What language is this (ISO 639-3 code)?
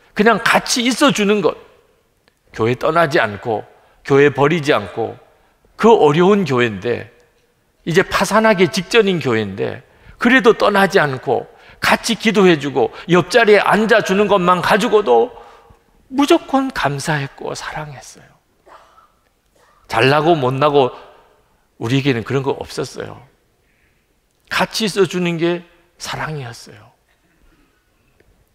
kor